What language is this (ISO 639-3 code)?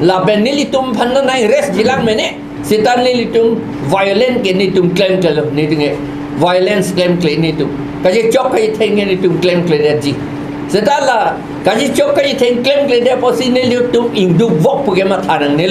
mjw